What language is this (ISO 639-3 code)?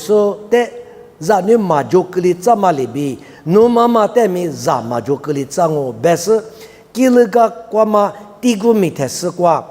lis